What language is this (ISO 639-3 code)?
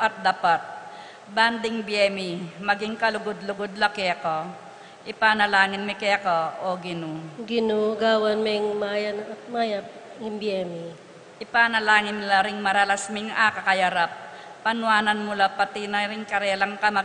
pam